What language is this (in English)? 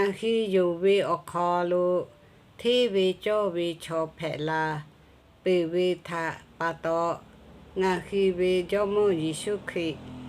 Lahu